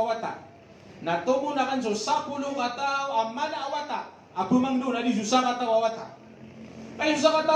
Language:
Maranao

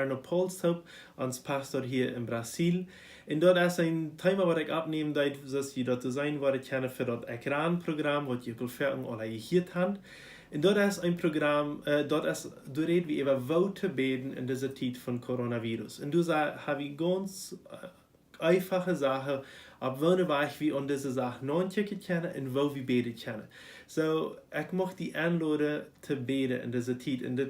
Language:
Plautdietsch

